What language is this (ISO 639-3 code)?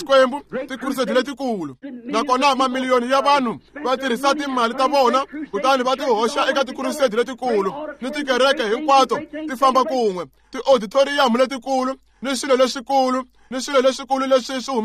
tso